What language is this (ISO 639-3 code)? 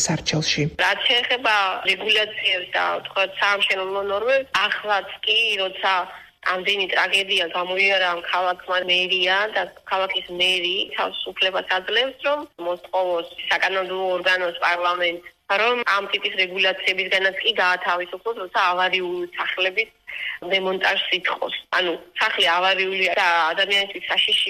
kat